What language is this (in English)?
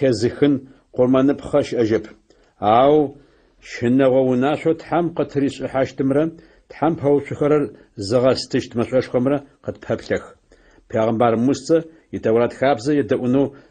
Adyghe